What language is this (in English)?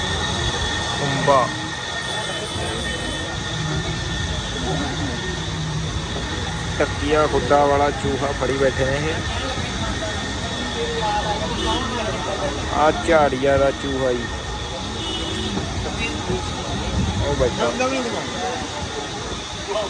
Punjabi